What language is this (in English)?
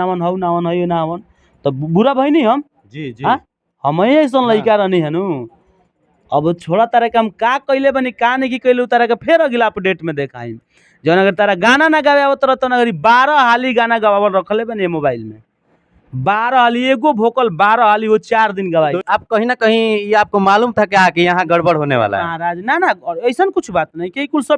Bhojpuri